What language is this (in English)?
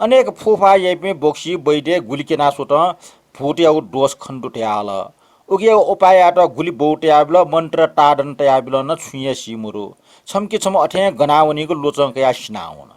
Newari